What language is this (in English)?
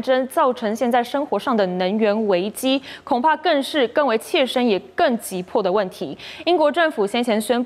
Chinese